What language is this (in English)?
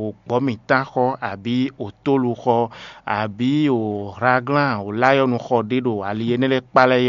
Fon